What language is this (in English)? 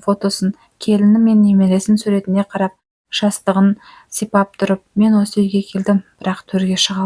Kazakh